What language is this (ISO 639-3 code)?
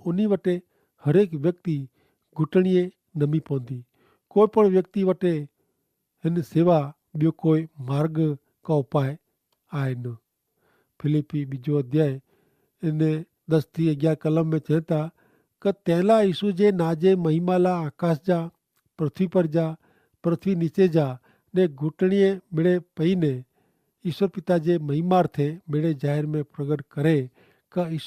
kfr